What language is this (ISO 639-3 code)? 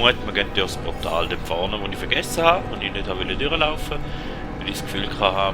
gsw